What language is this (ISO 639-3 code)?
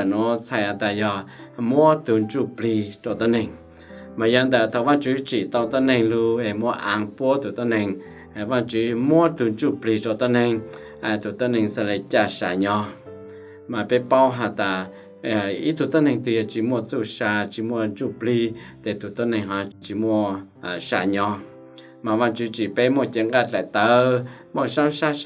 hmn